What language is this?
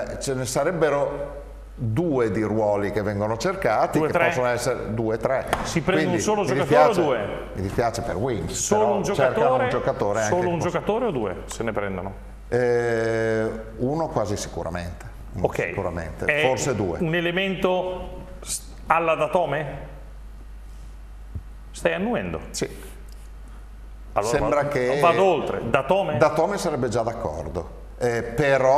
Italian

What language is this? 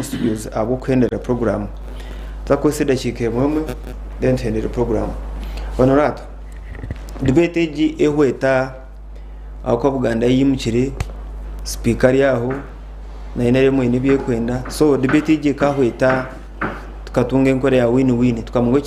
Nyankole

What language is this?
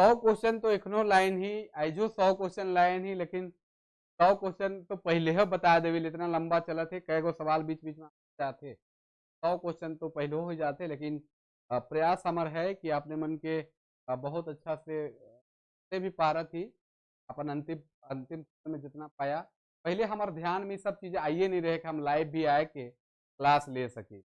Sadri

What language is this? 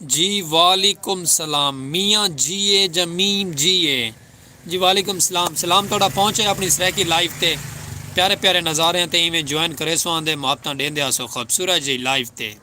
Saraiki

